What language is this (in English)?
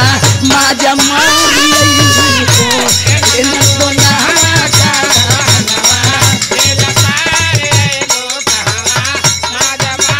Bhojpuri